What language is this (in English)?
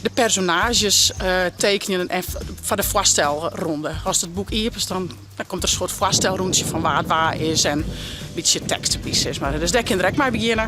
Western Frisian